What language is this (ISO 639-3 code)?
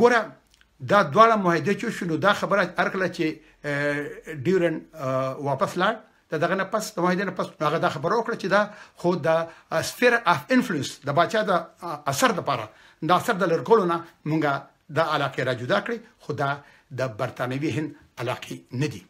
pus